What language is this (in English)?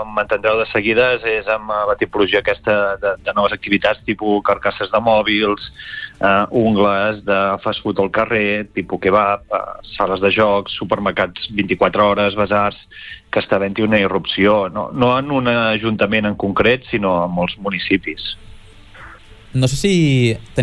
Catalan